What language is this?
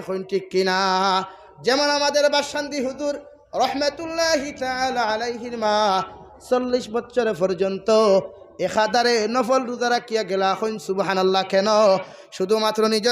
Sylheti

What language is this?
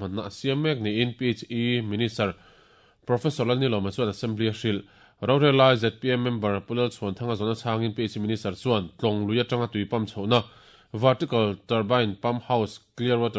Mizo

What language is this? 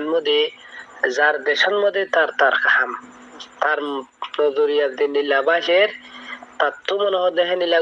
Rohingya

